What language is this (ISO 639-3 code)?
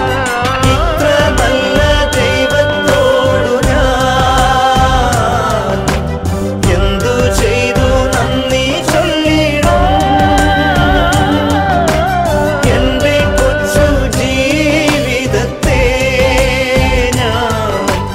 mal